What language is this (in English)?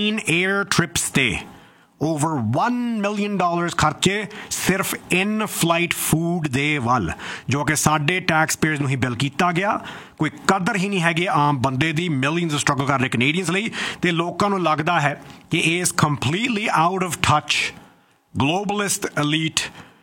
Punjabi